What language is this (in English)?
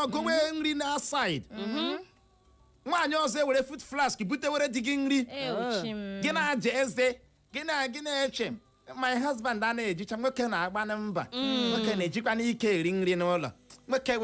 Igbo